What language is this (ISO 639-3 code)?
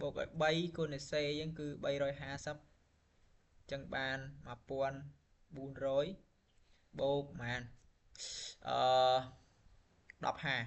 khm